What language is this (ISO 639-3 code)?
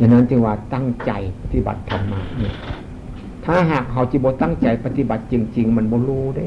tts